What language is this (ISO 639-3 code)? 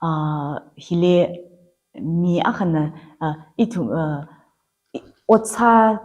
nmf